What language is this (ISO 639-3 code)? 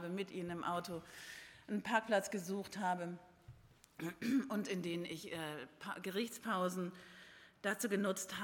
deu